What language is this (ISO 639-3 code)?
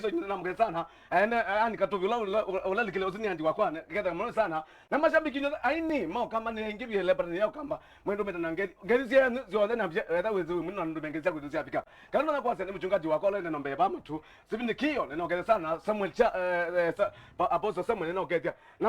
kam